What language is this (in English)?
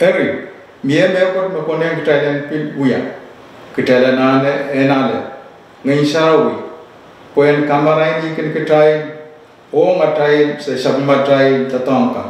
Pohnpeian